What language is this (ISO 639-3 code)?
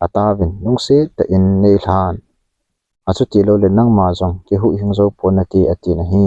tcz